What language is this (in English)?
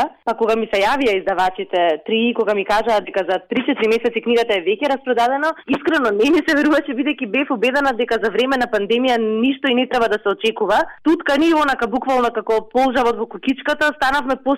Macedonian